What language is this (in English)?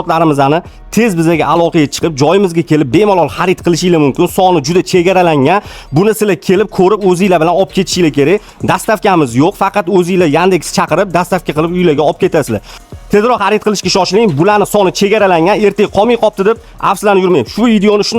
Uzbek